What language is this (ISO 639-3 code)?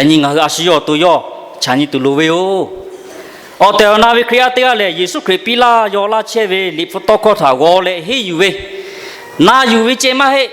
lhu